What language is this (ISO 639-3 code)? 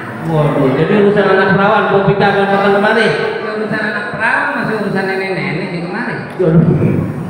bew